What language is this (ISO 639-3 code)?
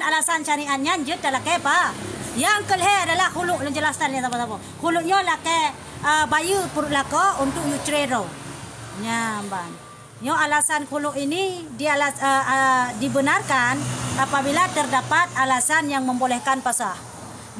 ace